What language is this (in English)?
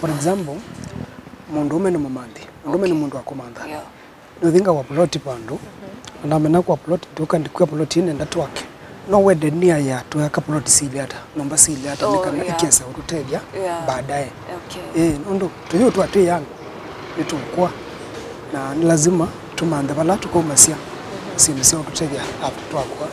Kamba